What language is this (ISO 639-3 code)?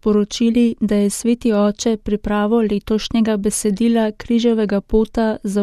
slv